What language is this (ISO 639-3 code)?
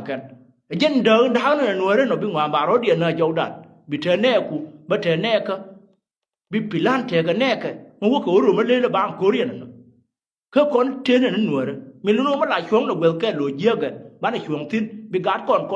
nus